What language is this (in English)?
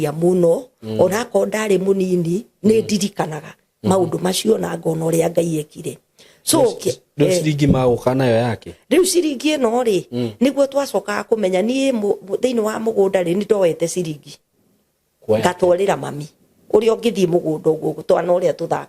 Kikuyu